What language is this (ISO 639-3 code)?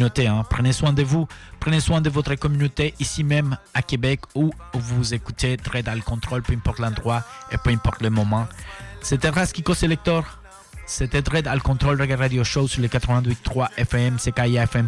fra